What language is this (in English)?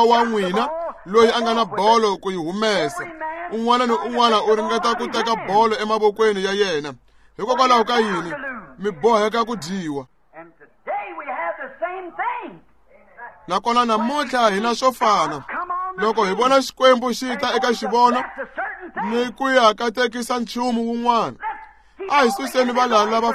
Tsonga